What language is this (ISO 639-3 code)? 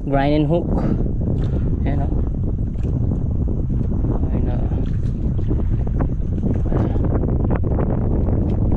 fil